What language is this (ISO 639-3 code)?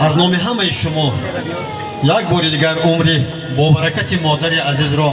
tgk